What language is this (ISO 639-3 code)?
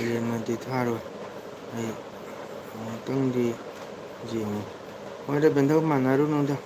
mni